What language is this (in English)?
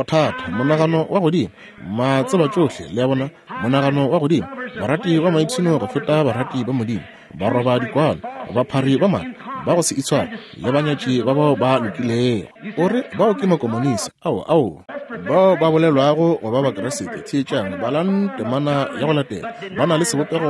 Northern Sotho